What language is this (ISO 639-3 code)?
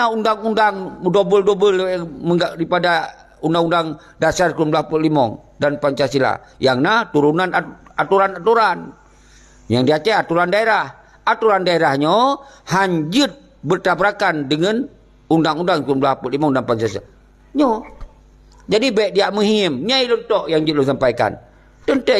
ace